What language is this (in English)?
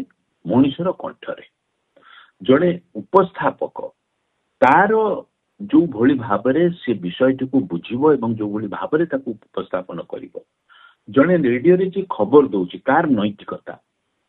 Odia